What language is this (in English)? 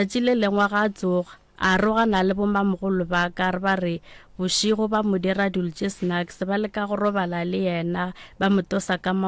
Northern Sotho